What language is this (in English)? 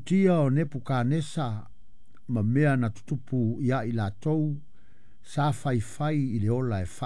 Samoan